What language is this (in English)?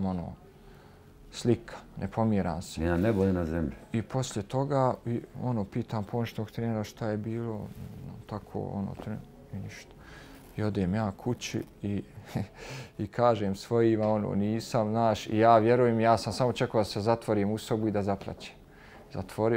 Bosnian